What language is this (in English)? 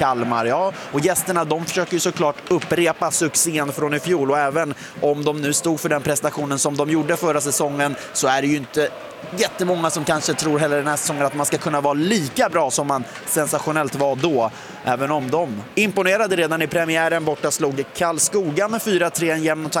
Swedish